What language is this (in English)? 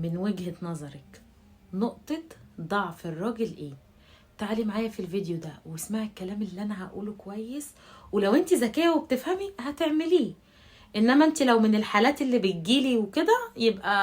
Egyptian Arabic